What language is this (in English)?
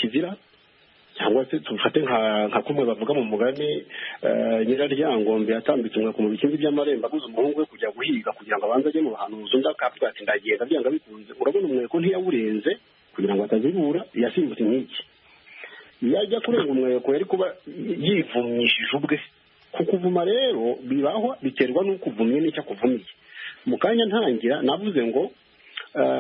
Kinyarwanda